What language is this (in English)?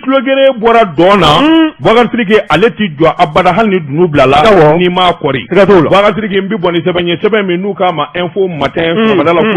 Bambara